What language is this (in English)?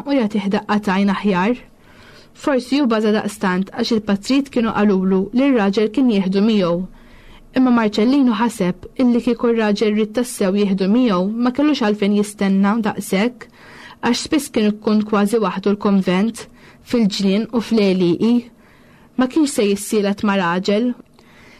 Maltese